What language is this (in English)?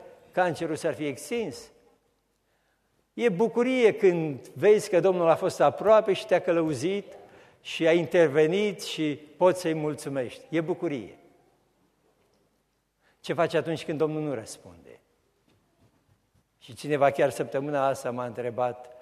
Romanian